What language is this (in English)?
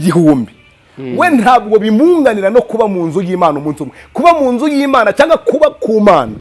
Kinyarwanda